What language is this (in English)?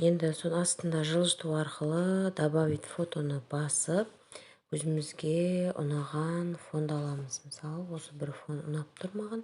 Kazakh